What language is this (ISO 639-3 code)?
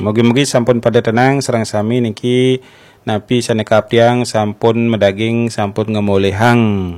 ban